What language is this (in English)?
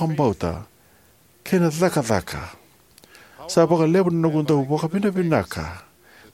Fijian